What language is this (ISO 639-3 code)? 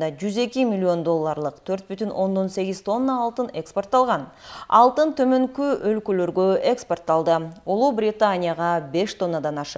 kir